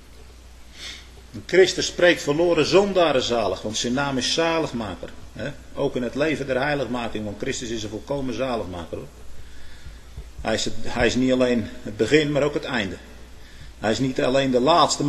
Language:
Dutch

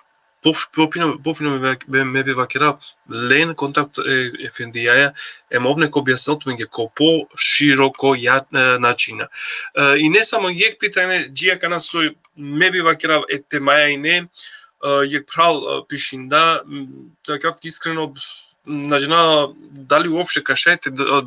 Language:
Balkan Romani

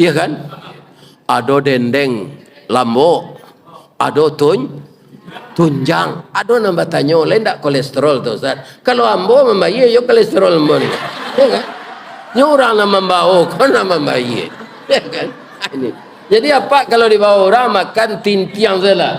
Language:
Minangkabau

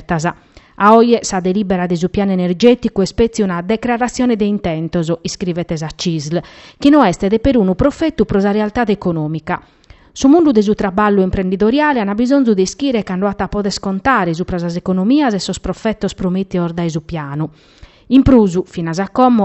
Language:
Sardinian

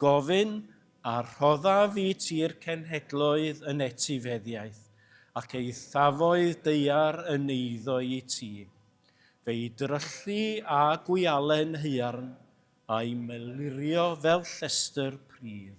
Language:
Welsh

